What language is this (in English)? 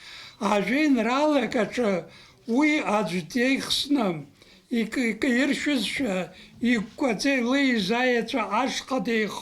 Abkhazian